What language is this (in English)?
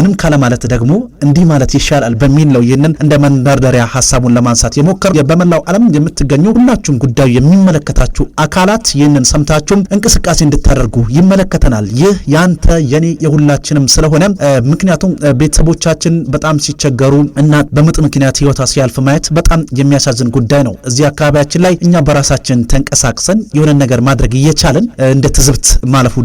Amharic